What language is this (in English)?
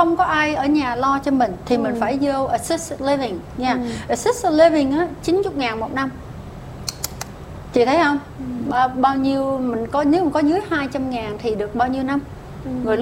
Vietnamese